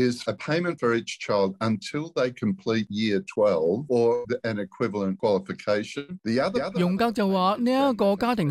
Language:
Cantonese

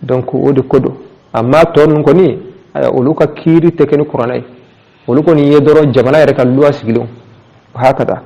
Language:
Bambara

